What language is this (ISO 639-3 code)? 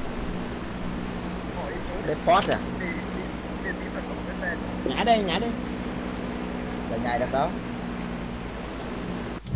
vie